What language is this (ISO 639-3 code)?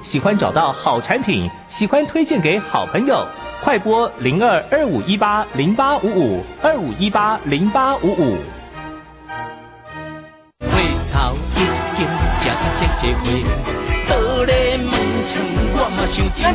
zho